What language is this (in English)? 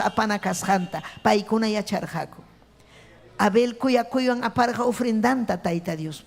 Ayacucho Quechua